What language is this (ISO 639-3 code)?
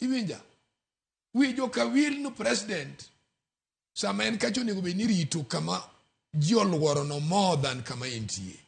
luo